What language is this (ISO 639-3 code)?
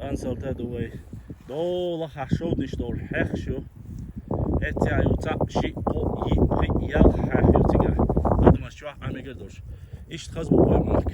che